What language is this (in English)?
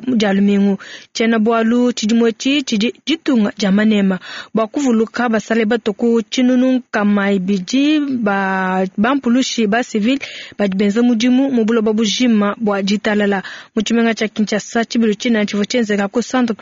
Luba-Lulua